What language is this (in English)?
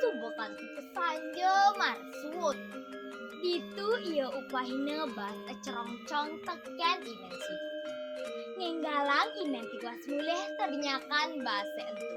Balinese